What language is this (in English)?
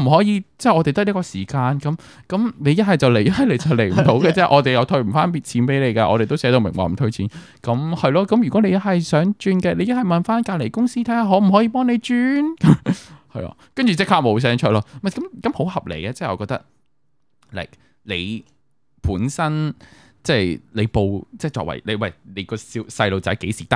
Cantonese